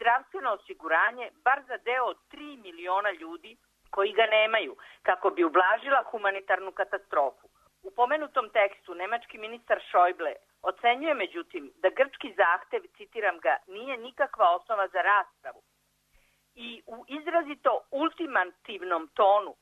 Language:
Serbian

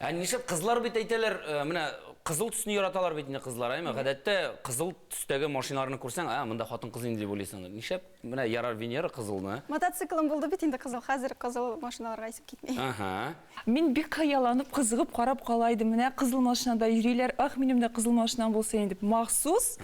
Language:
Tatar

